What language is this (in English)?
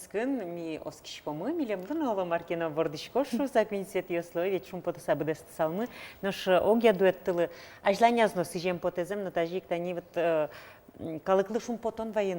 Udmurt